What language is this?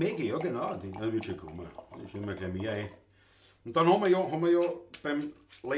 Bavarian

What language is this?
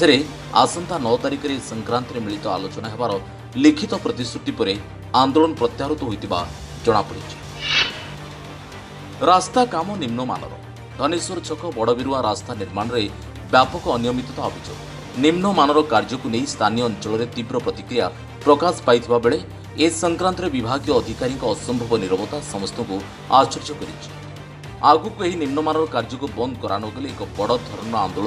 Odia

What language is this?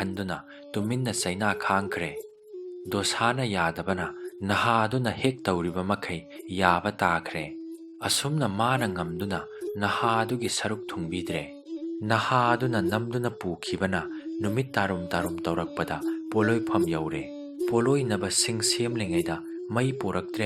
Manipuri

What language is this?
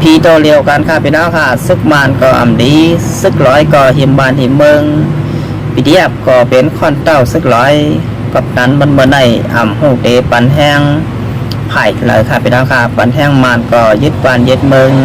Shan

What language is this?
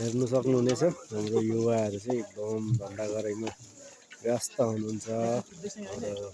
Nepali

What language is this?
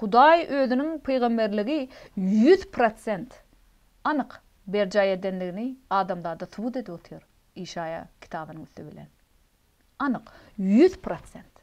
Turkmen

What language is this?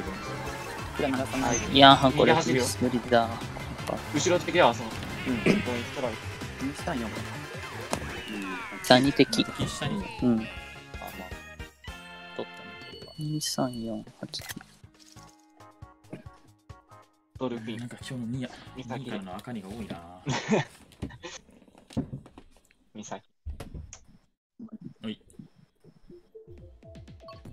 Japanese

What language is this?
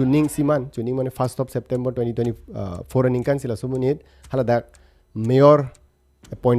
Karbi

